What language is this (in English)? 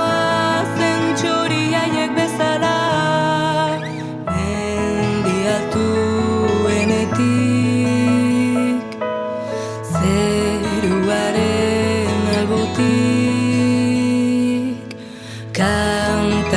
Basque